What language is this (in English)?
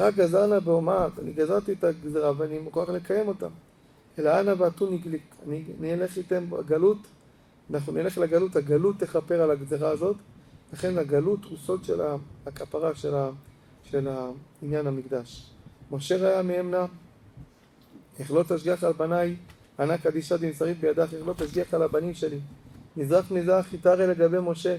Hebrew